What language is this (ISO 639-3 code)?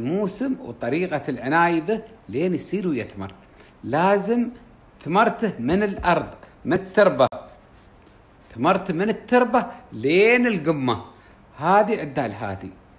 afb